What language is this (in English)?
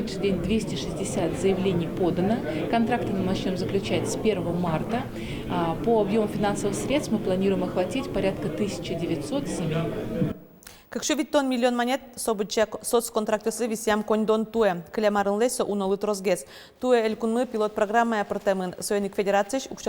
Udmurt